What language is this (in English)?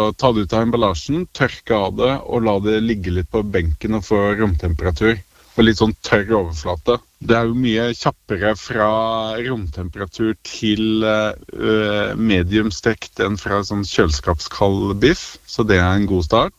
Norwegian